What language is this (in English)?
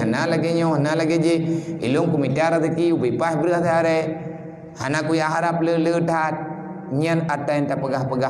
Achinese